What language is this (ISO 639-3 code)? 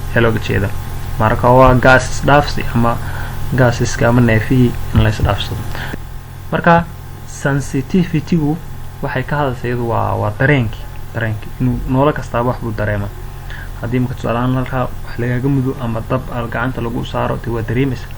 som